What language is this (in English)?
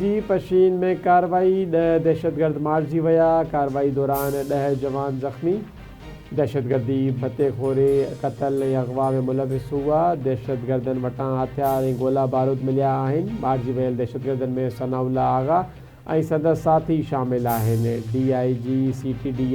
Sindhi